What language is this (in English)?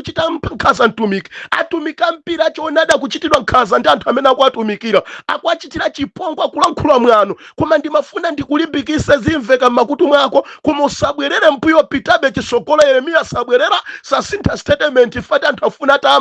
Nyanja